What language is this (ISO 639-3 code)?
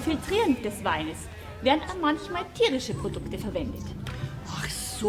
bar